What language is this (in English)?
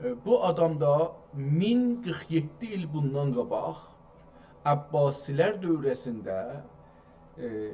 South Azerbaijani